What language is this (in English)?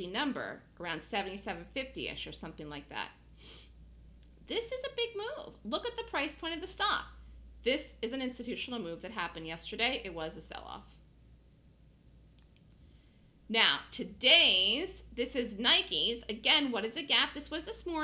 English